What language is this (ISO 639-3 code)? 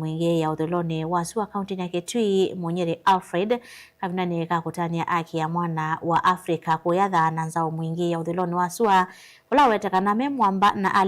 kam